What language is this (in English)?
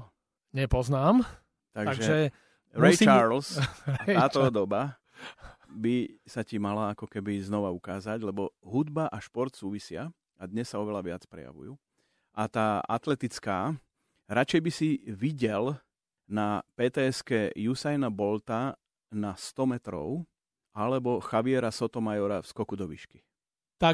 Slovak